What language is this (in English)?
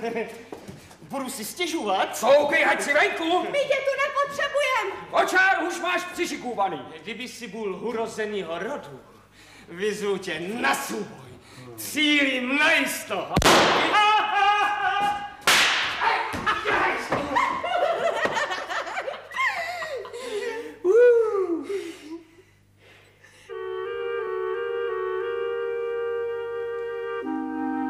Czech